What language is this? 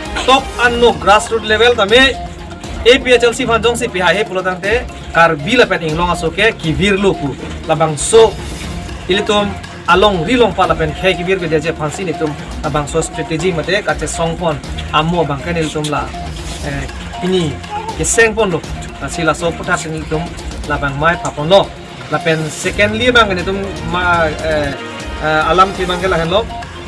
Karbi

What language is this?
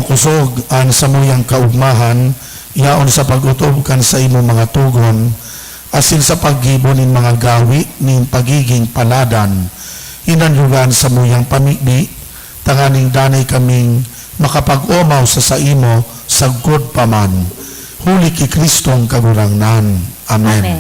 Bikol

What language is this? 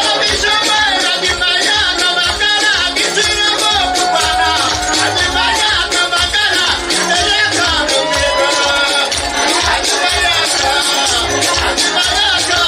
Nyankole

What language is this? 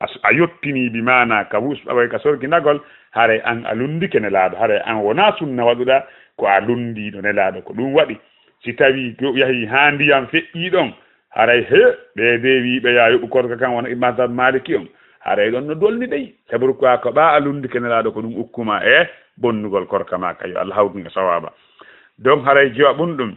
Fula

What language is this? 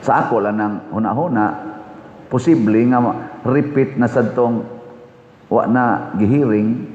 Cebuano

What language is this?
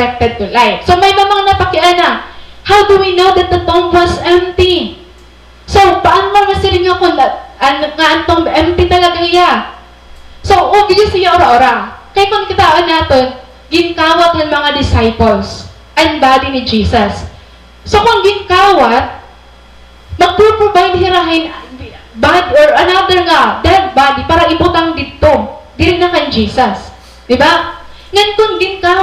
Waray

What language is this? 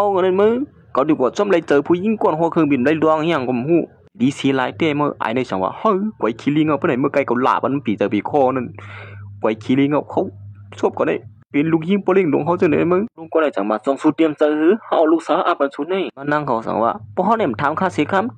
Shan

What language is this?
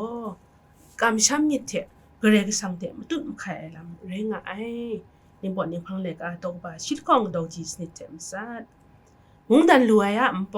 Kachin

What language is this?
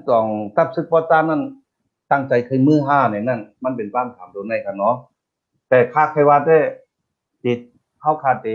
Shan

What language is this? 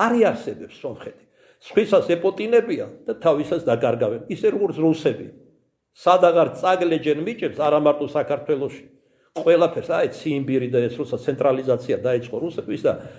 Georgian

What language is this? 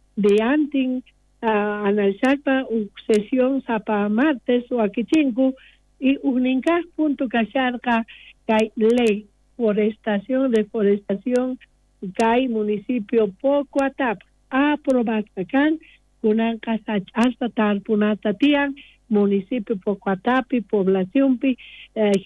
South Bolivian Quechua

